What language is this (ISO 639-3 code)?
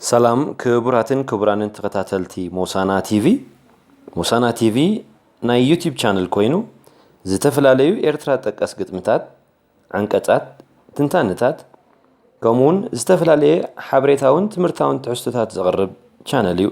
tir